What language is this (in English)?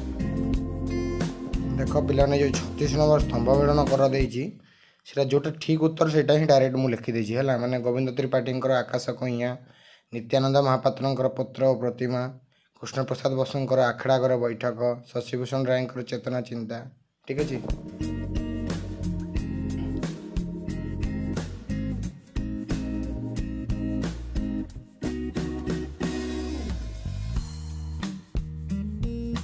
Odia